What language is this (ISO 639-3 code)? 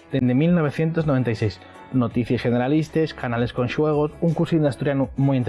ast